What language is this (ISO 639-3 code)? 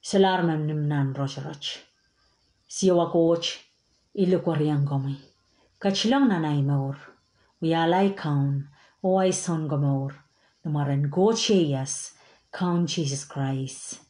pon